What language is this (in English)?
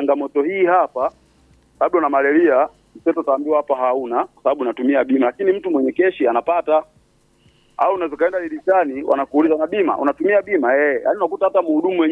Swahili